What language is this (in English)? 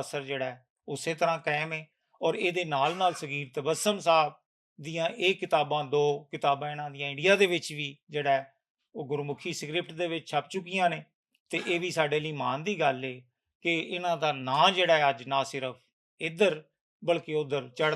Western Panjabi